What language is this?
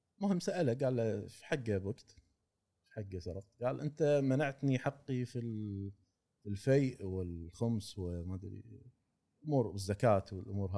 Gulf Arabic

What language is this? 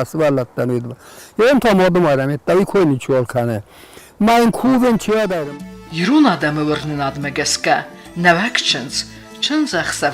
Ossetic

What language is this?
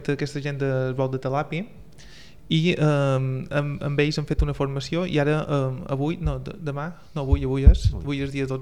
Catalan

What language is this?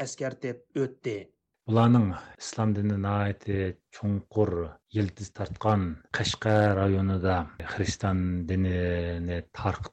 Uyghur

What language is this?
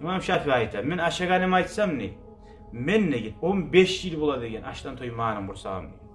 Kumyk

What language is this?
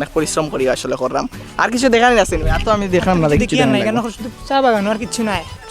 Sylheti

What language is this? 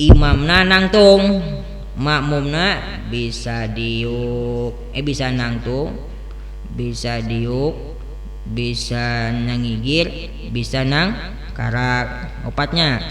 Sundanese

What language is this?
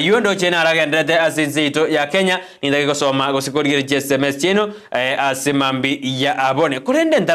Gusii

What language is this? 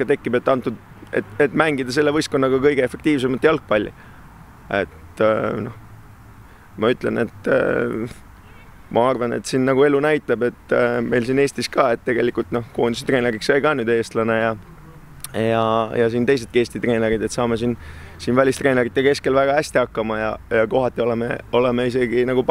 Estonian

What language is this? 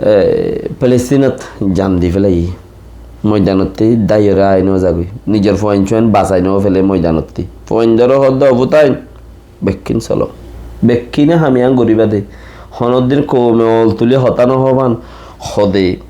Rohingya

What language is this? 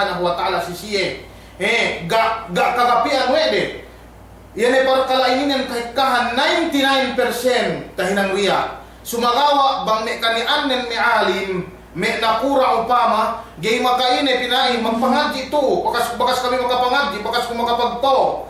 Yakan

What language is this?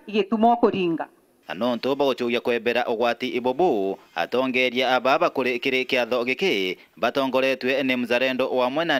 Meru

